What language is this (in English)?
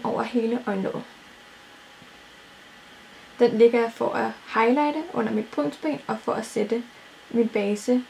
Danish